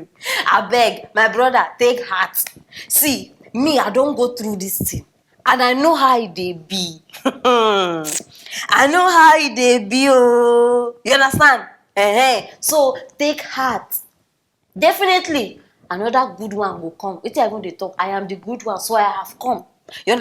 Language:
Nigerian Pidgin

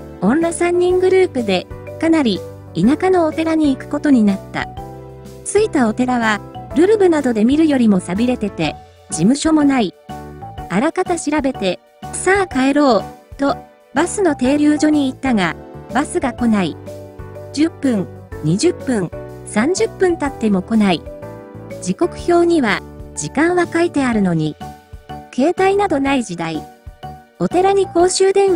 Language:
Japanese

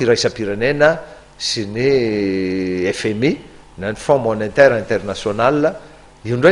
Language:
Malagasy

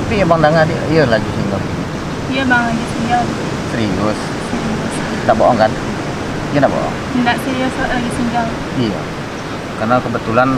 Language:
Minangkabau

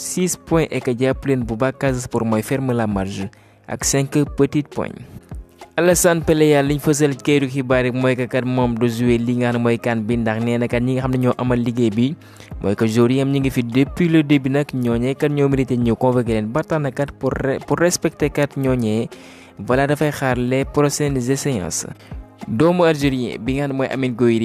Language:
Wolof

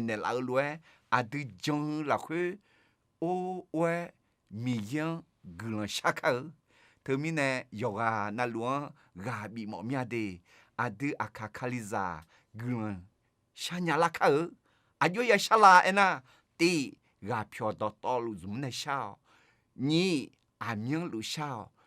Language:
Akha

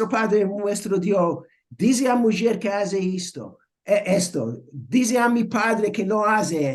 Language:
Ladino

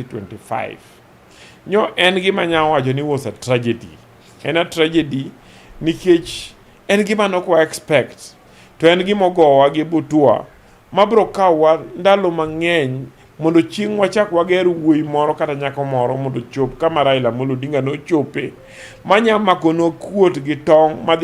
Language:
Luo (Kenya and Tanzania)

